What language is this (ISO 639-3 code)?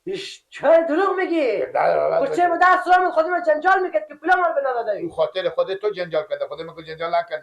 fas